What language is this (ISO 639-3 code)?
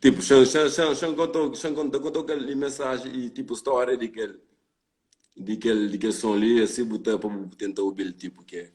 kea